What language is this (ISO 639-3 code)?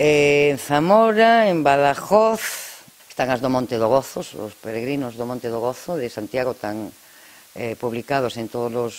glg